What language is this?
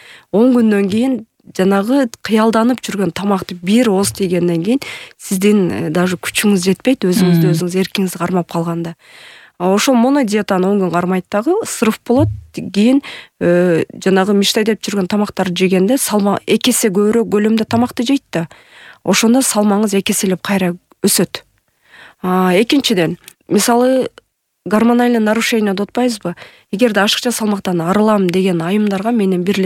Kyrgyz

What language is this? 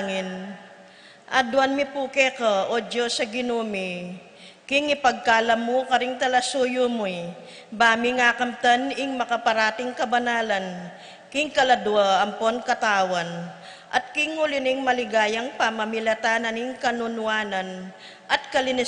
Pampanga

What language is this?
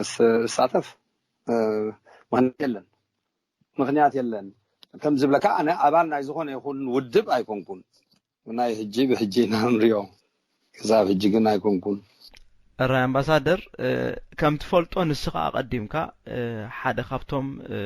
Tigrinya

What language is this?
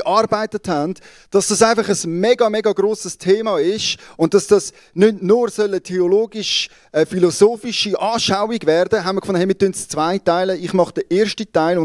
Swiss German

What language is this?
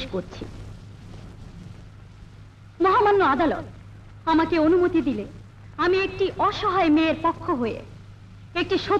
Bangla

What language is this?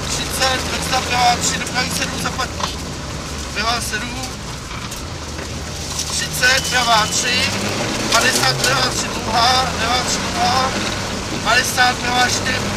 Czech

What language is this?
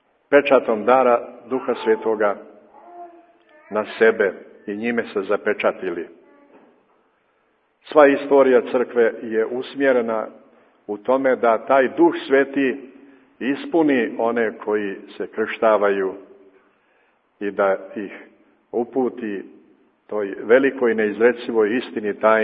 Serbian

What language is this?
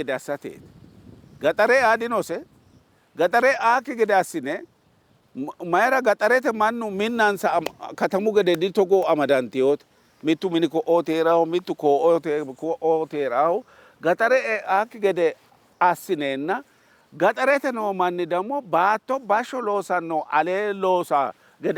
Sidamo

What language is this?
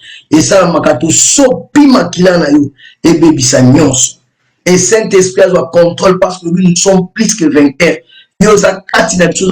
Lingala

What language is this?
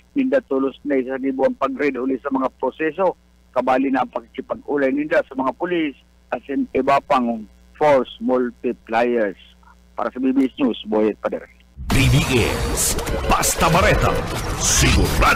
Bikol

